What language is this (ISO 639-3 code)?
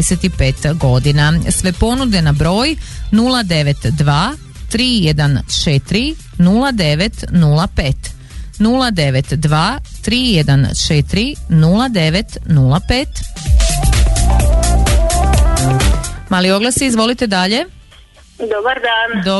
hrv